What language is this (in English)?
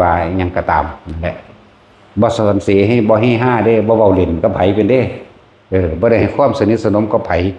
Northeastern Thai